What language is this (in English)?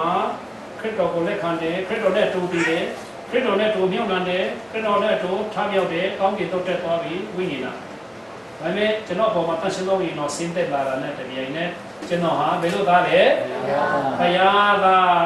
Falam Chin